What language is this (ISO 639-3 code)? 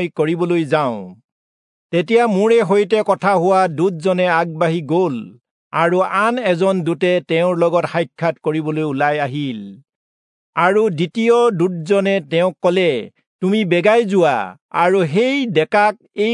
asm